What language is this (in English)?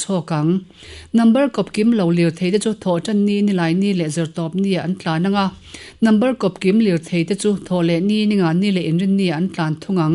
Mizo